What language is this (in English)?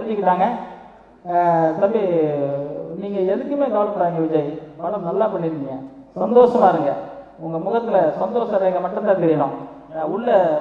Tamil